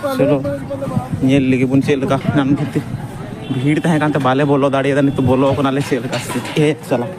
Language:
Santali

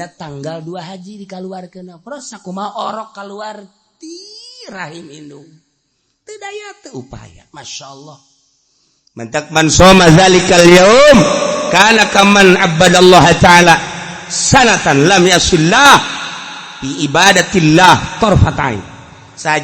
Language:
Sundanese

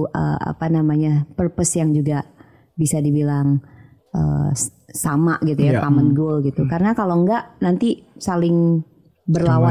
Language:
Indonesian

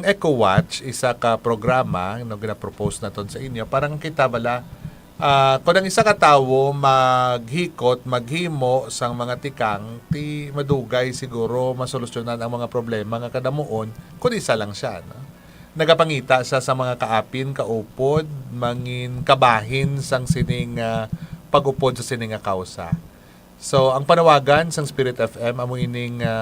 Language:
Hiligaynon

